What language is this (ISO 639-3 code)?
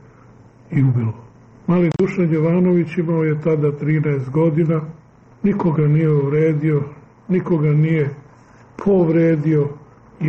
srp